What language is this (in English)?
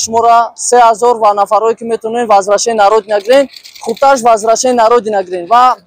Tajik